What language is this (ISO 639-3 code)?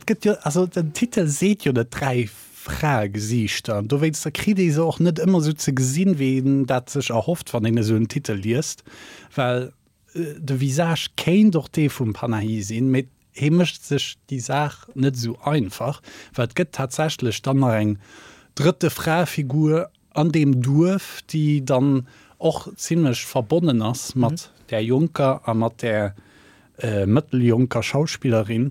ltz